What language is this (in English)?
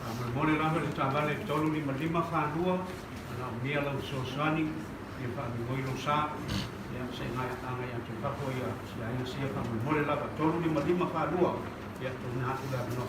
Samoan